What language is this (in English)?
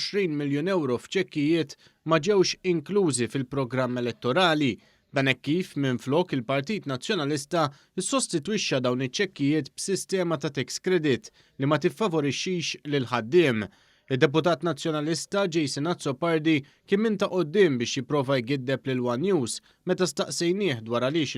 Maltese